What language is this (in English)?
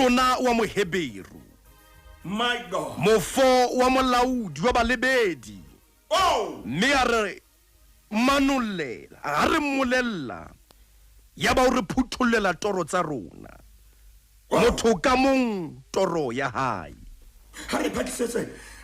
Southern Sotho